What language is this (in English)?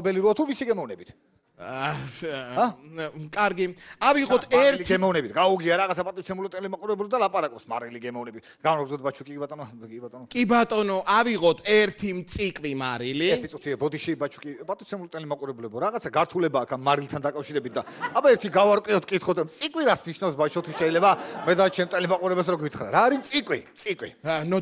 Georgian